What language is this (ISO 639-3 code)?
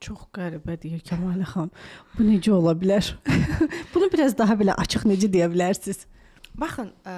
aze